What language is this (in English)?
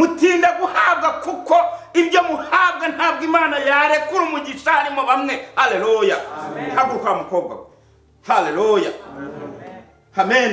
Kinyarwanda